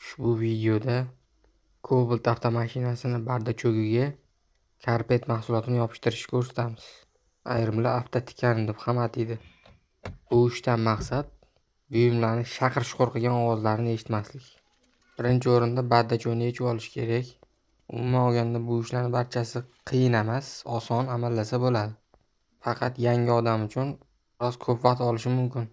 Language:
Uzbek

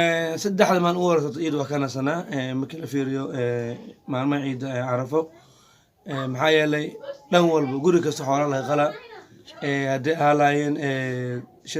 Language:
Somali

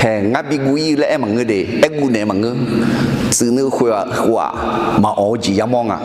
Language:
Akha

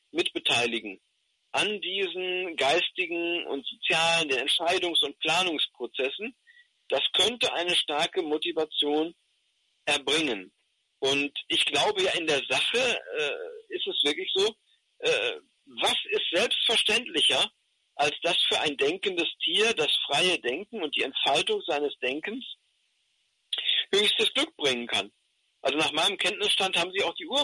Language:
German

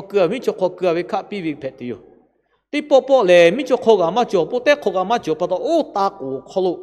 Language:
Lahu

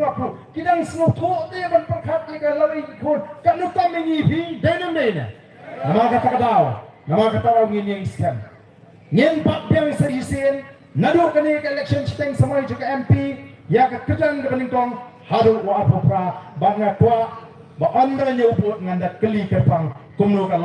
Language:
Khasi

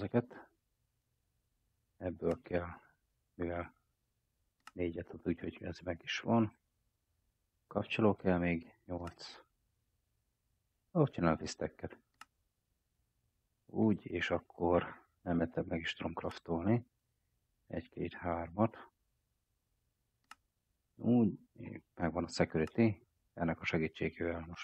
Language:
Hungarian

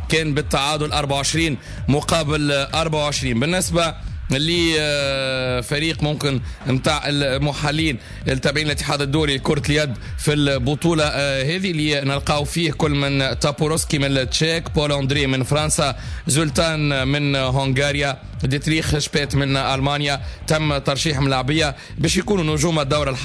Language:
Tunisian Arabic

